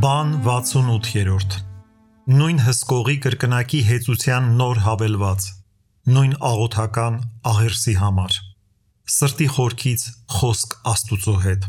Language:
Armenian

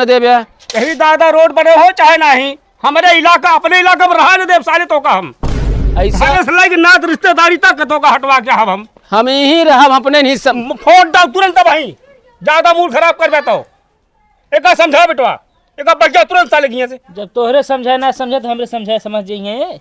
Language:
Awadhi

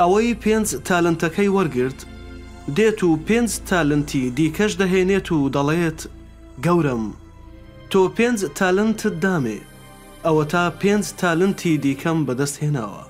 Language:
Central Kurdish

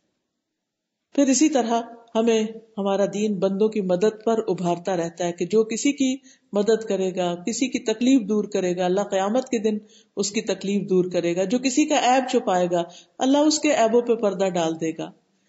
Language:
Urdu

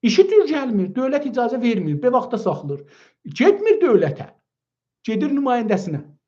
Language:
South Azerbaijani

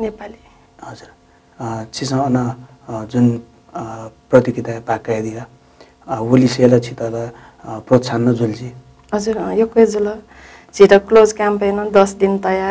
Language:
Newari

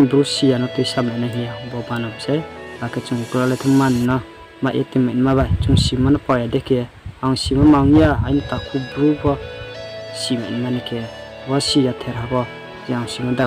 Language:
Riang (India)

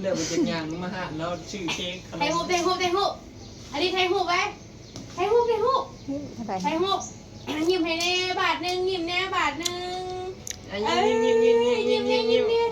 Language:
Northeastern Thai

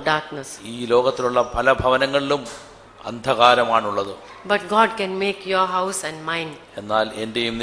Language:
Malayalam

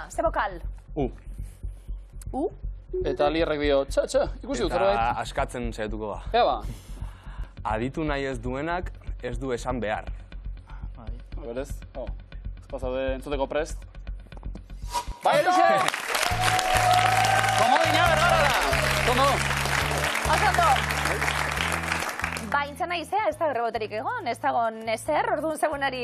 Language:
Basque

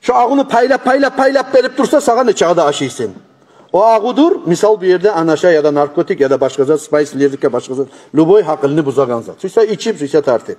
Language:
Kumyk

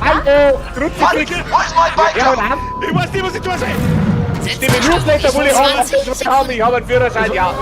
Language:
Bavarian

